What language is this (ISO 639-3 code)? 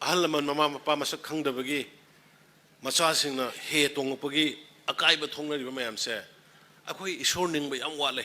mni